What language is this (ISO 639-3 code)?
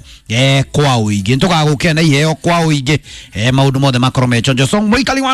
kik